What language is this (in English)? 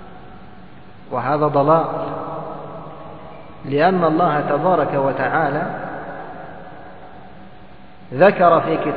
Arabic